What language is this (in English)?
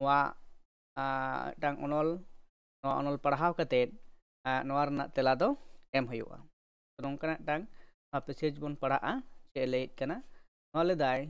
Santali